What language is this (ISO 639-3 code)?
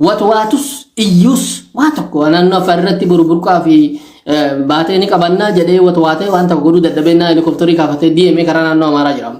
orm